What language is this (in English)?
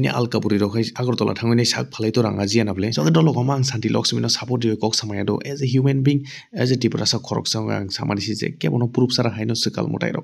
Kok Borok